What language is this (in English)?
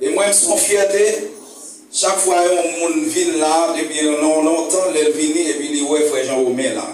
Haitian Creole